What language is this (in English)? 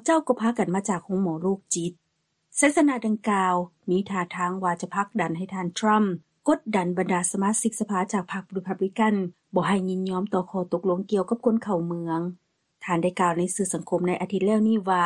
Lao